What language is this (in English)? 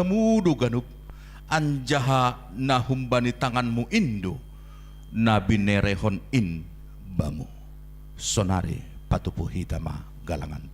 Batak Simalungun